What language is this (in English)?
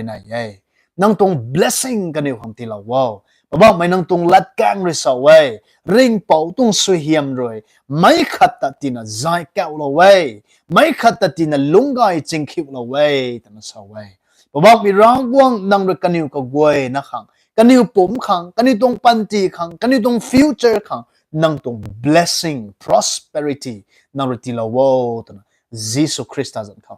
Rongmei Naga